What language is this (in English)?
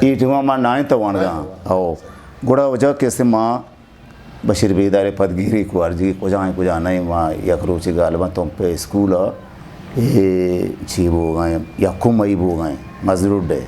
Eastern Balochi